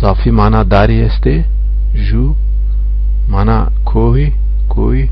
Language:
Zaza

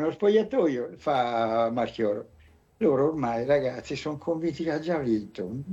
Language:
Italian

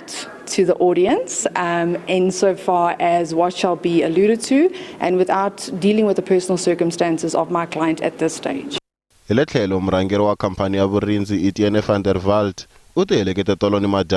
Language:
Tsonga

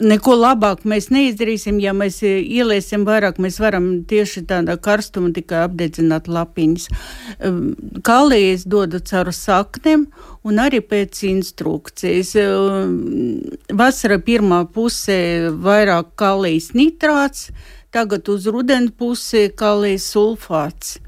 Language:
Latvian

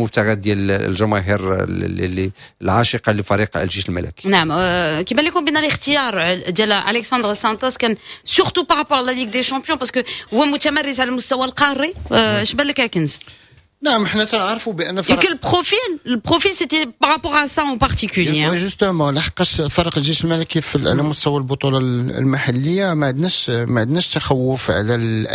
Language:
Moroccan Arabic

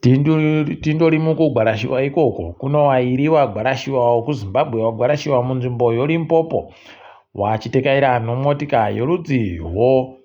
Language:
Ndau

